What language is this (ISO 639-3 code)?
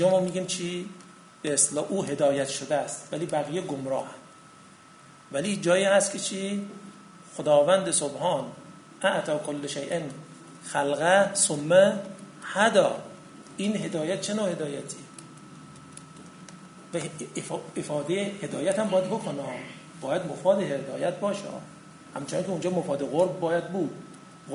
fas